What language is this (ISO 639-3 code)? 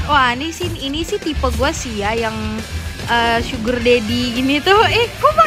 ind